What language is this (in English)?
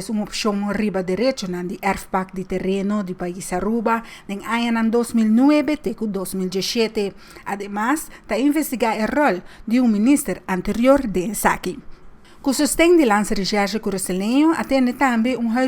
Papiamento